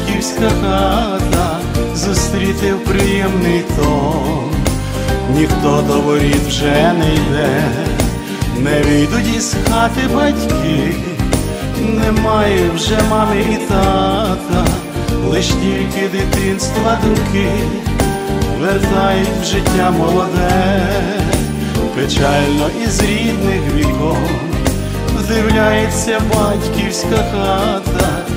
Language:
Ukrainian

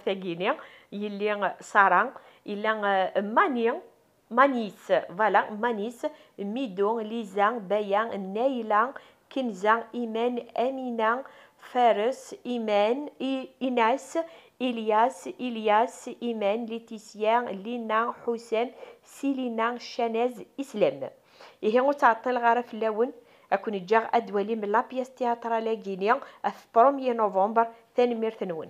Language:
Kabyle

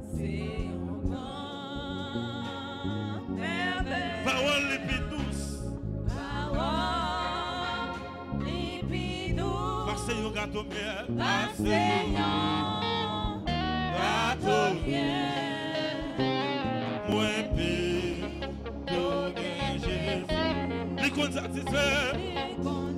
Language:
Haitian Creole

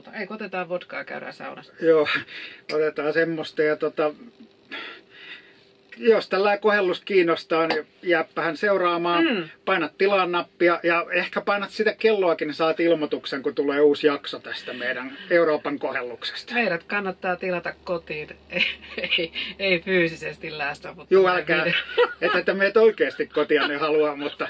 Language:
Finnish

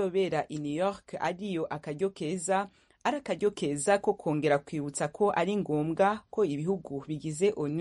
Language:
Kinyarwanda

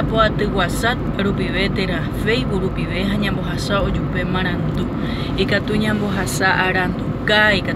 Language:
Guarani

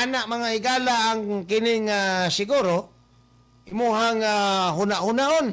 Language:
Cebuano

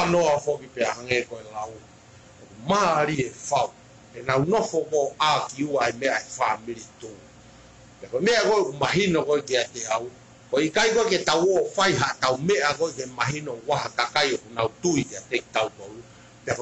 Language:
Tongan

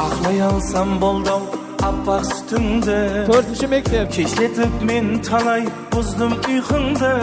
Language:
Kara-Kalpak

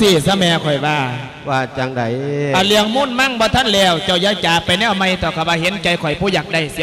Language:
Lao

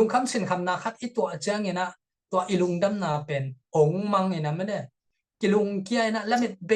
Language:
Tedim Chin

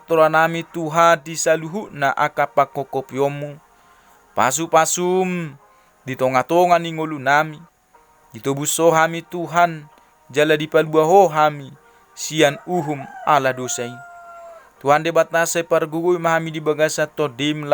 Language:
Batak Toba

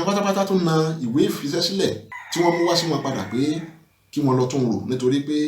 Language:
Yoruba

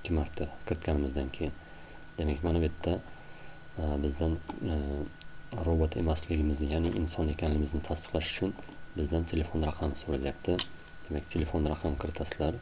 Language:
Uzbek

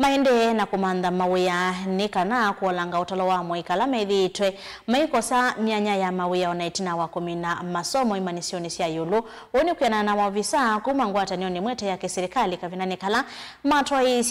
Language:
Kamba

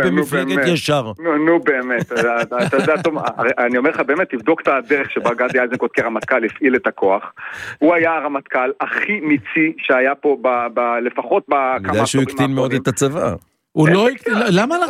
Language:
Hebrew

